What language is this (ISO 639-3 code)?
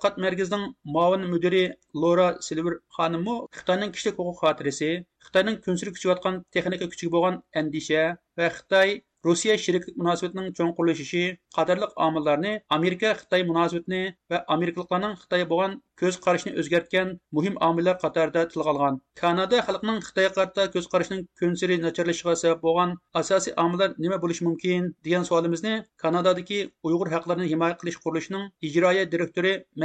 uig